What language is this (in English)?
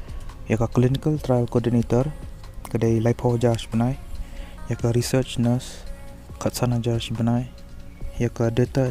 Khasi